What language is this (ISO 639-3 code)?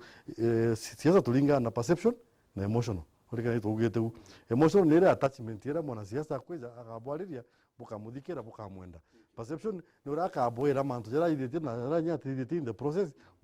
mer